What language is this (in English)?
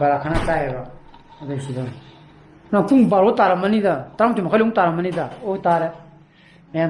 Manipuri